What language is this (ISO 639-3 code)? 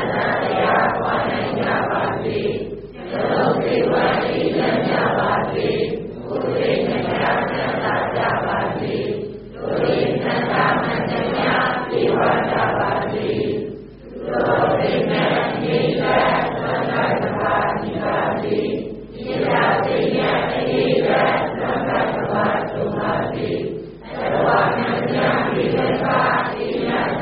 mya